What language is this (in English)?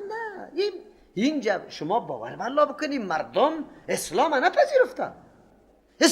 Persian